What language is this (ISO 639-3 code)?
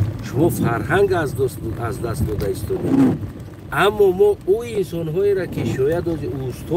tgk